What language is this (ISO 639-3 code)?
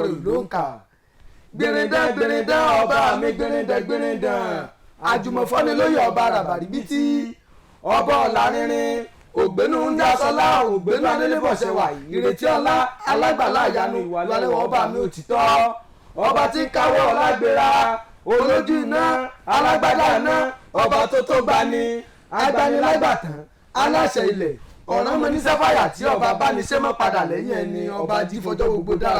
yor